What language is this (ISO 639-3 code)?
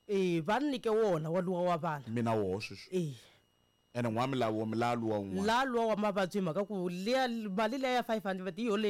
tso